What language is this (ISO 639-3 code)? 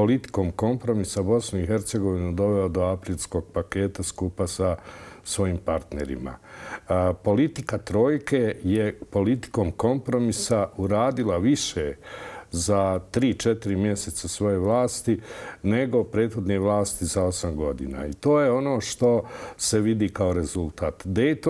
bos